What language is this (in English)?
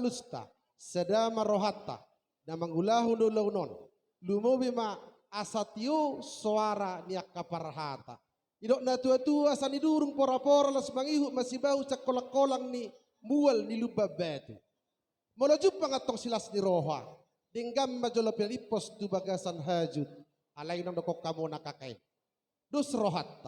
Batak Toba